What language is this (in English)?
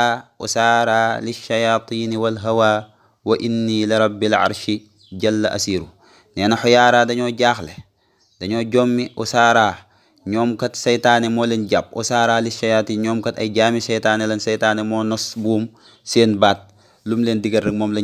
Wolof